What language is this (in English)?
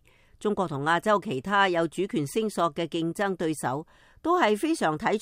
Cantonese